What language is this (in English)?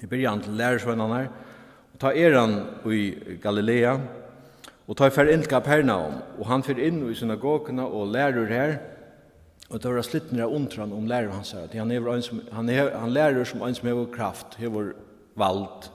Faroese